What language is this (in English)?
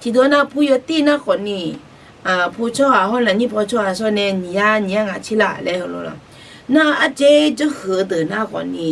Akha